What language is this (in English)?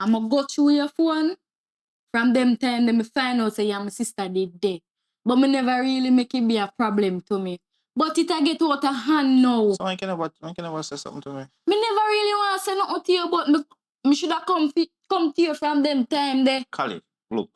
Jamaican Creole English